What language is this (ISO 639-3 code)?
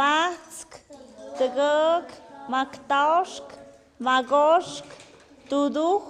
mxp